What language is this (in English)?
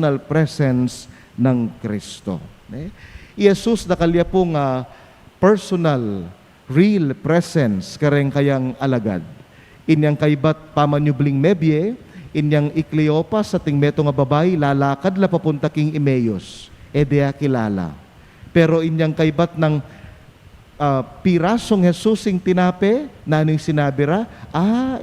Pampanga